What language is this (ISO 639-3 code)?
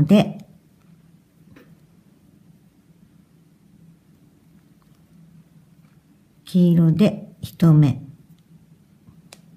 jpn